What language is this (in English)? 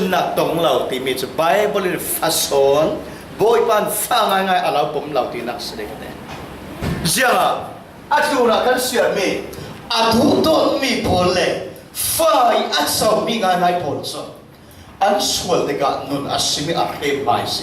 Falam Chin